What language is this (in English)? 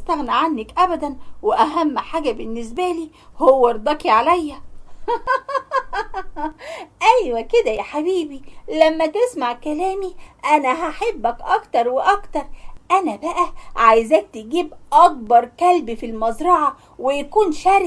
Egyptian Arabic